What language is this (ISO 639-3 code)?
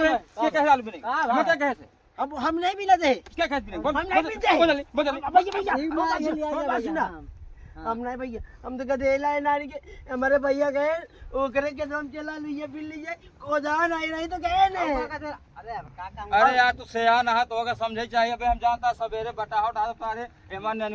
awa